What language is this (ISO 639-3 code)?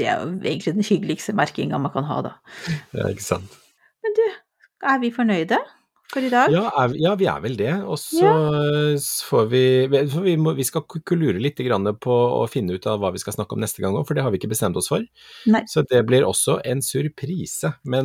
nor